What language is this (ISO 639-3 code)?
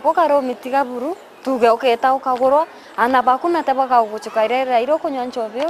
mer